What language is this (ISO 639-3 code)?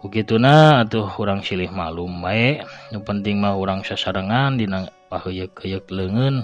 sun